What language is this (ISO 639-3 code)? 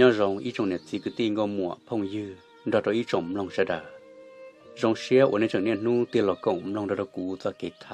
hmn